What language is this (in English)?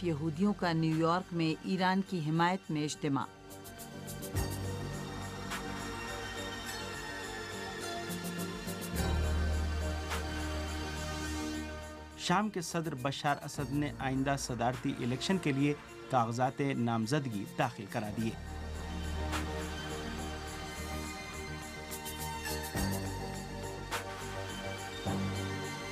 Urdu